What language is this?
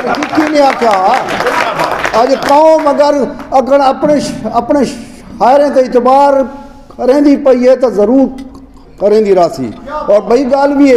Saraiki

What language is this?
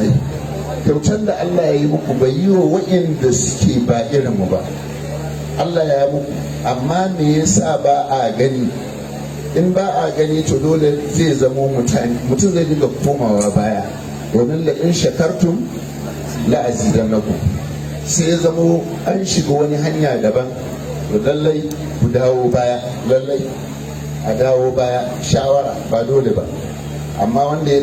Hausa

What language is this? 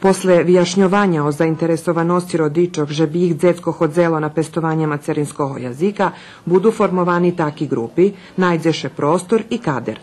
Rusyn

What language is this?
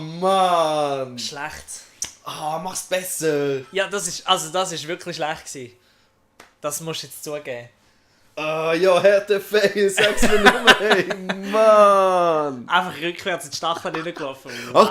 Swiss German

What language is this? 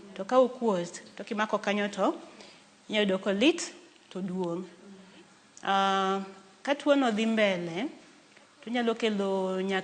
Luo (Kenya and Tanzania)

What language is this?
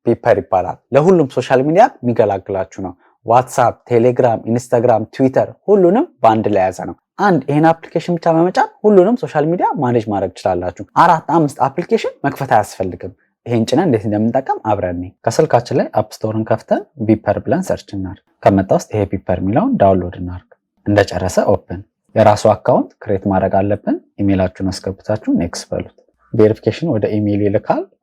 Amharic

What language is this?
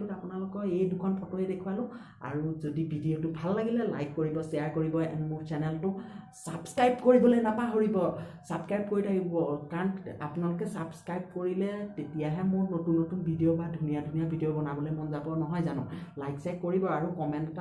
Assamese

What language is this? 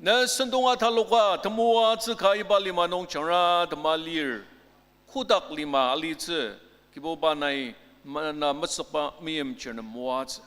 Ao Naga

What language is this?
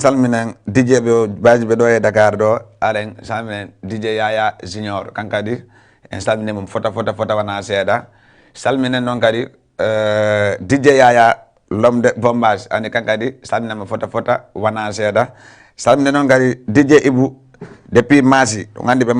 Fula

